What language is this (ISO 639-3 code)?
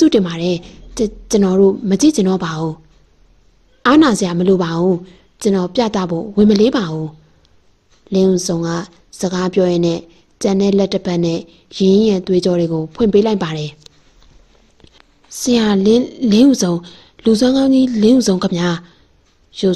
mya